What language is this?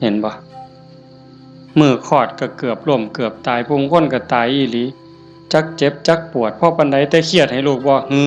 Northeastern Thai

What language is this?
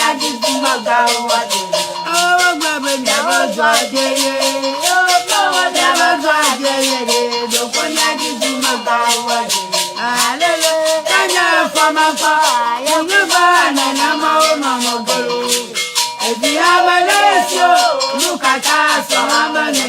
Ewe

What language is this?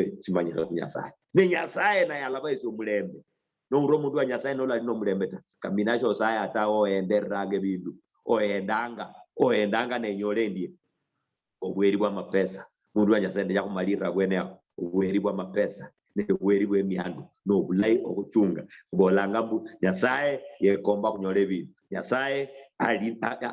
Luyia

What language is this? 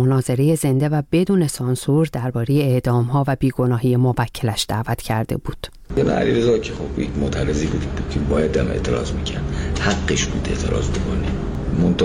Persian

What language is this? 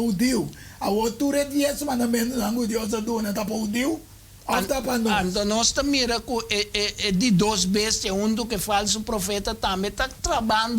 Papiamento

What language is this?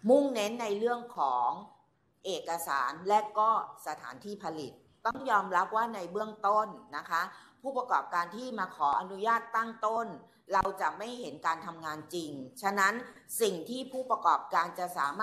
Thai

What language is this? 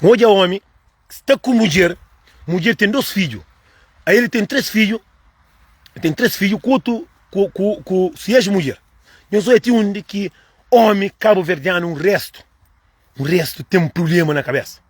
Kabuverdianu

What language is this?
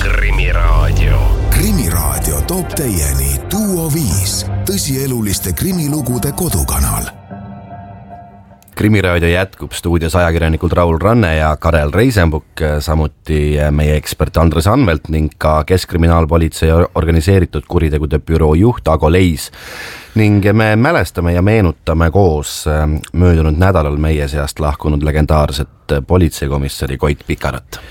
Estonian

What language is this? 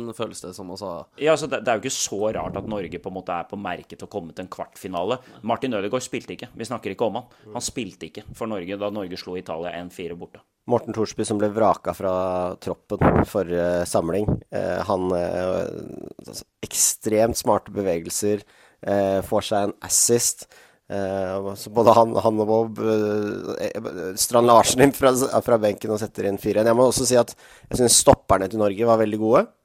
Norwegian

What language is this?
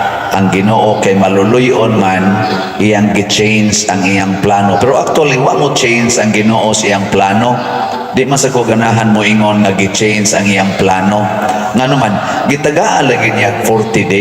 Cebuano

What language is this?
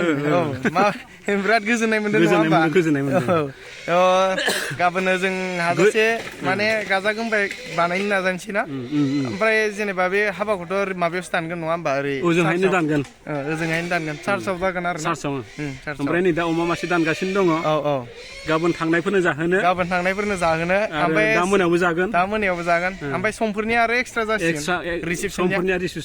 Bodo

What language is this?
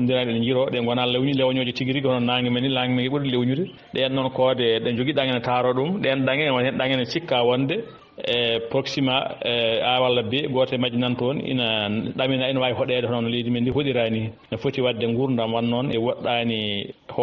Fula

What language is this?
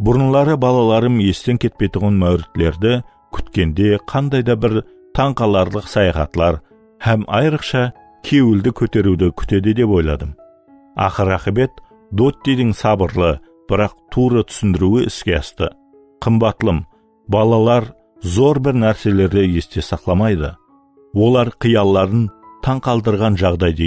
Kara-Kalpak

